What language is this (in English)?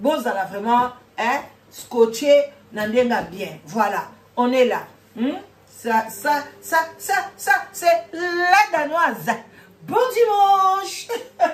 Lingala